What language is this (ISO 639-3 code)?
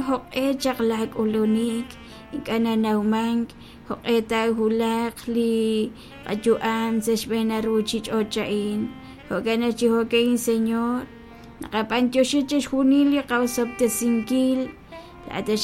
kek